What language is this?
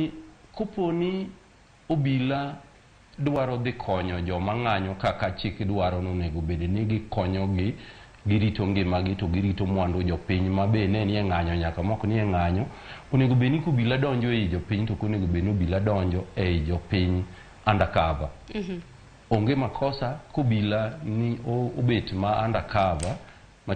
Luo (Kenya and Tanzania)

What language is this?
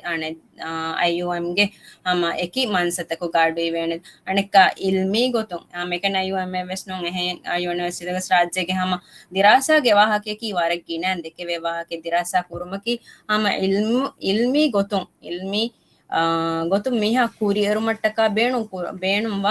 Divehi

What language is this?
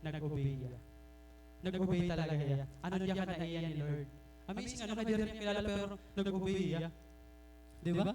Waray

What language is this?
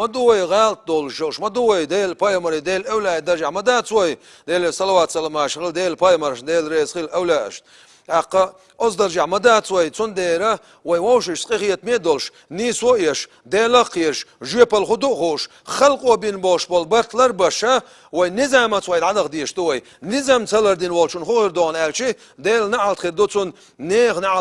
Chechen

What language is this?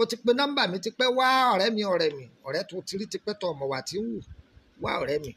Yoruba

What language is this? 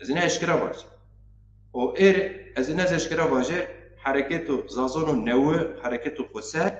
Zaza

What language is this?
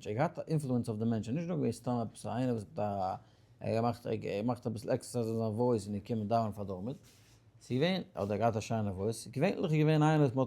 Yiddish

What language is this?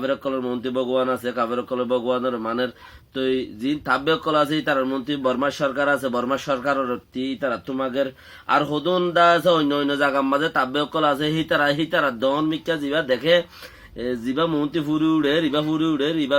Rohingya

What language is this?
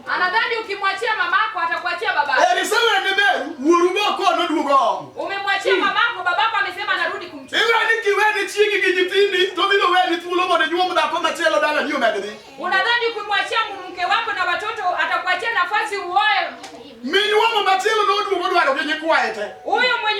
Luo (Kenya and Tanzania)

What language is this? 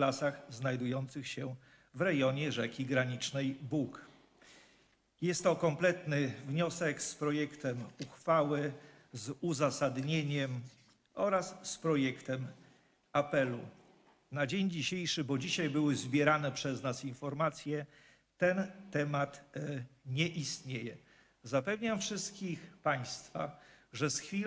Polish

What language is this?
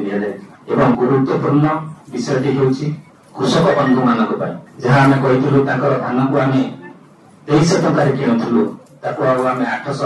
Odia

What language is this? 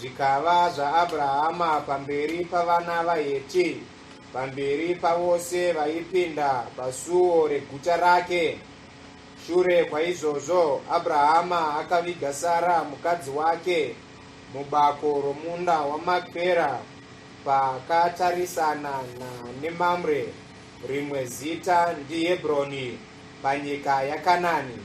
Shona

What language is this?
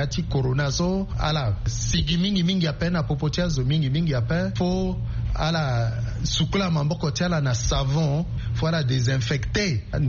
Sango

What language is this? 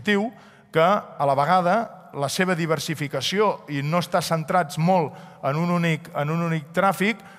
Catalan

